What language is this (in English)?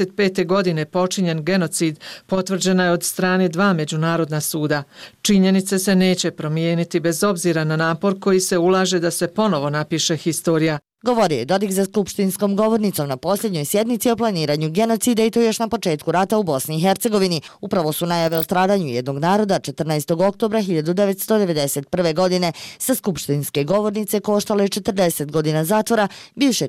Bosnian